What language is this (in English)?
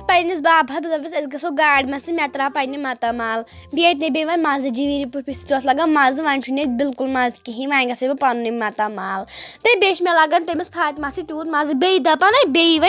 Kashmiri